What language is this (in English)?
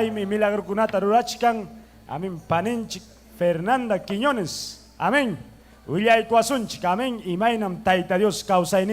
Ayacucho Quechua